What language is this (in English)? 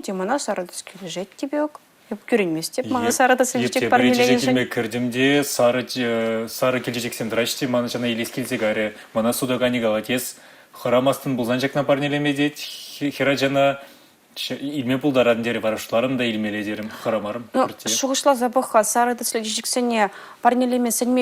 Chuvash